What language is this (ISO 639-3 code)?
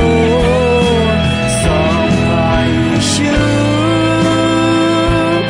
ahk